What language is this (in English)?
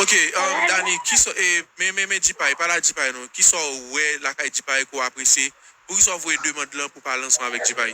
Haitian Creole